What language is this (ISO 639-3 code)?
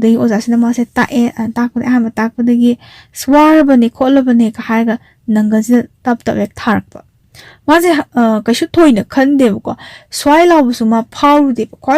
mni